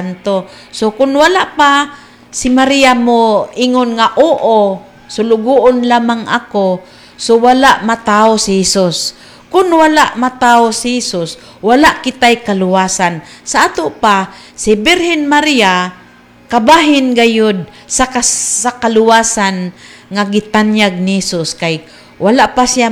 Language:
Cebuano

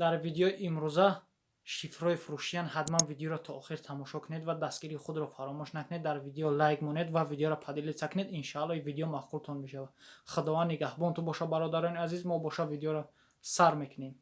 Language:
Tajik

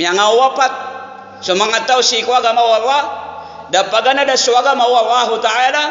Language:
Maranao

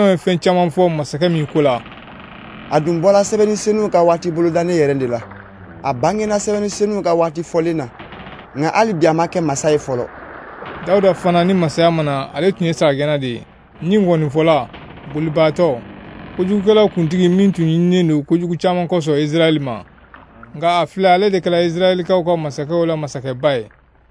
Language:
Bambara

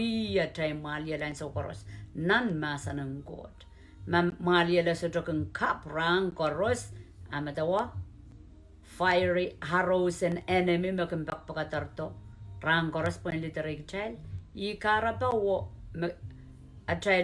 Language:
Pohnpeian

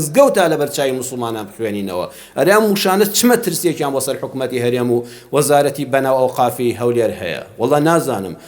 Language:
Central Kurdish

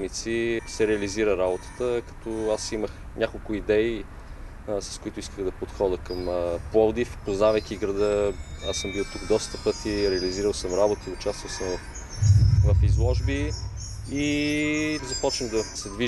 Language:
Bulgarian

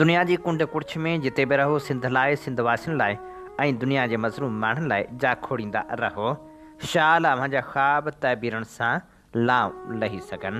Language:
Sindhi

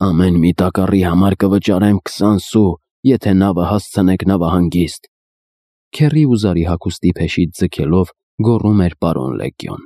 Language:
Armenian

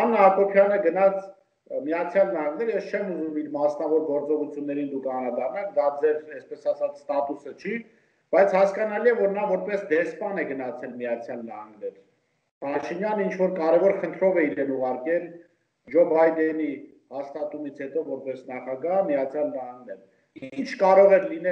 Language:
Armenian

